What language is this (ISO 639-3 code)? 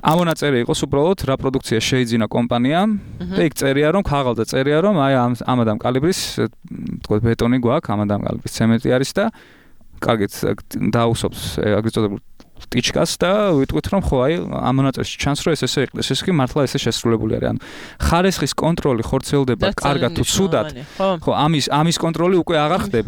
kat